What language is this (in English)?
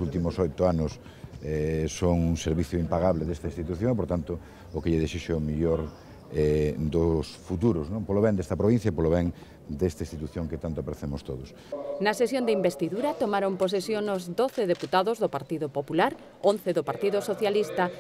Galician